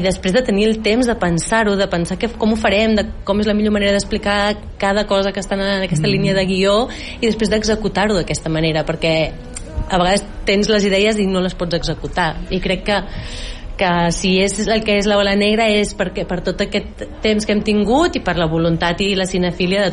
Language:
Catalan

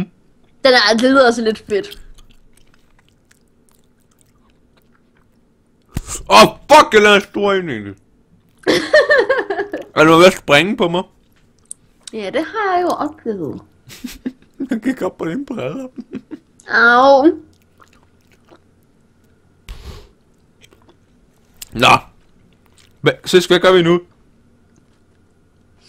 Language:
Danish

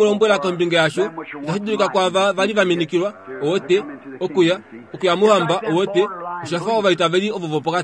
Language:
Kuanyama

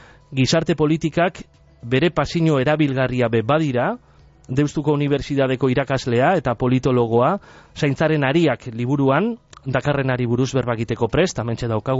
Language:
Basque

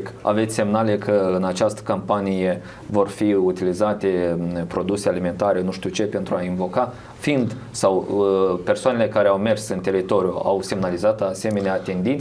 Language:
Romanian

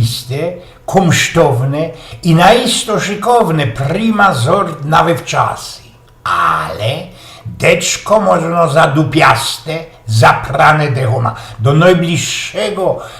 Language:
Silesian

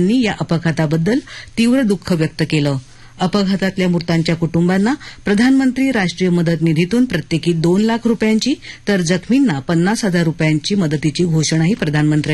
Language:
Marathi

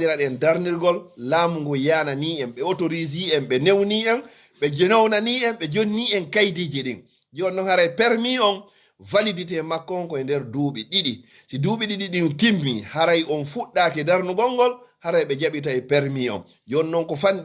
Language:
Fula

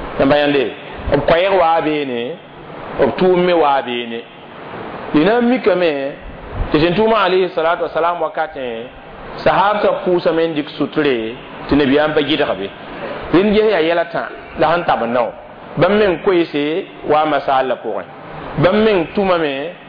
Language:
Mossi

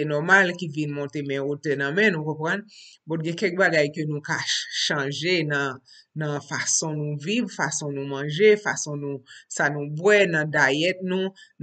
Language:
Haitian Creole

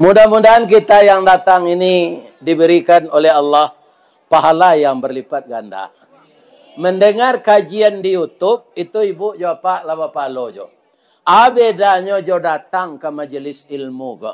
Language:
Minangkabau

